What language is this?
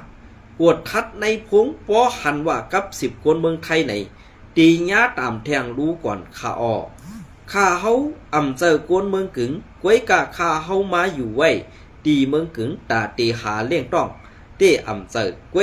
Shan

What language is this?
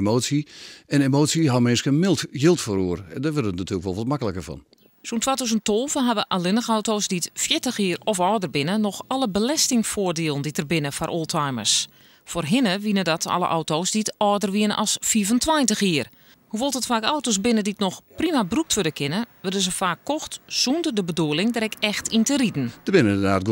Western Frisian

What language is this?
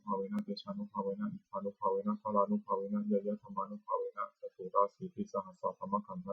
Pali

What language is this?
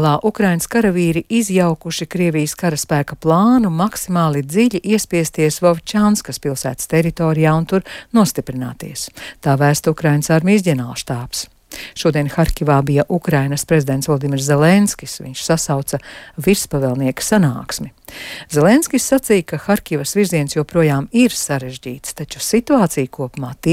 Latvian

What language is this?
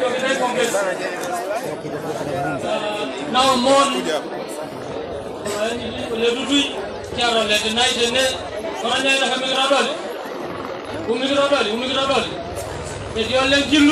Swahili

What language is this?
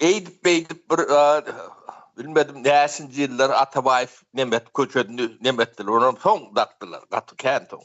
Turkmen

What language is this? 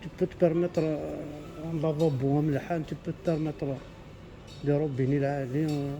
Kabyle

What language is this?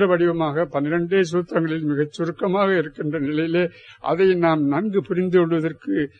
Tamil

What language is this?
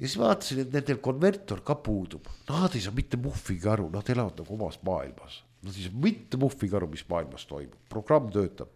Estonian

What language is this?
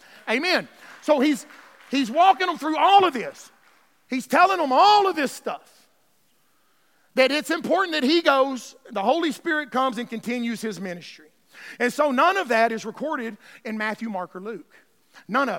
English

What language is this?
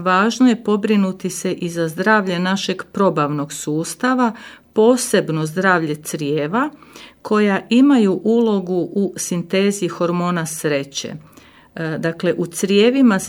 Croatian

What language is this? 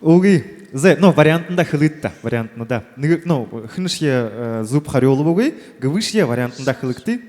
Buriat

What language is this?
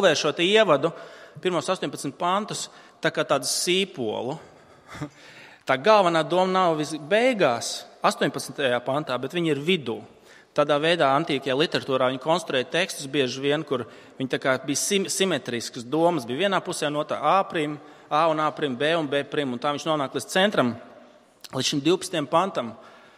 Latvian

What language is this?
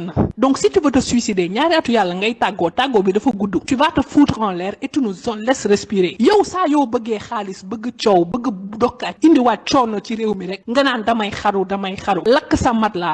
Wolof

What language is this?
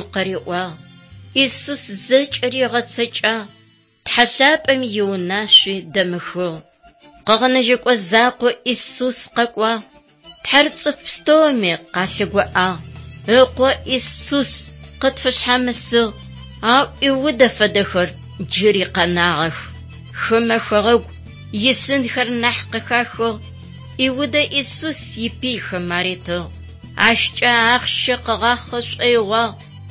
Adyghe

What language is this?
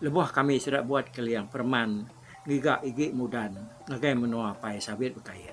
Iban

